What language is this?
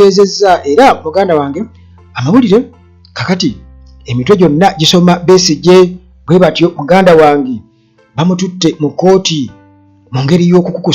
Ganda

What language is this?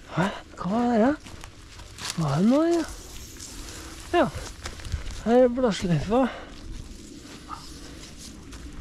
Norwegian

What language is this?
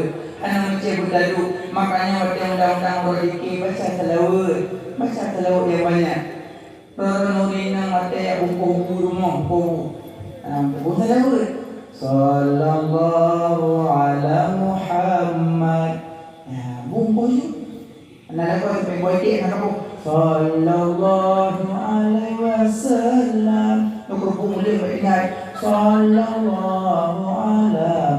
Achinese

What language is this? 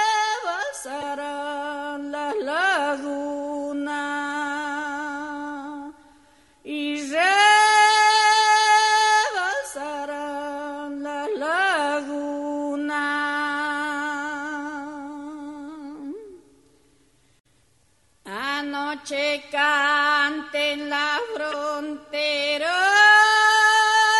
Spanish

